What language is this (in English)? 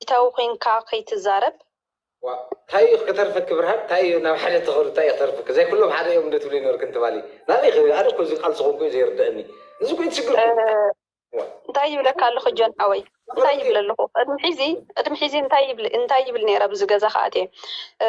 Tigrinya